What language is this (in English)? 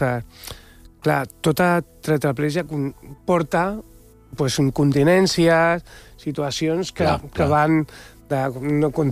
Catalan